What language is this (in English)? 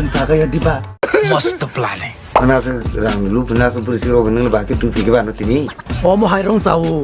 Kok Borok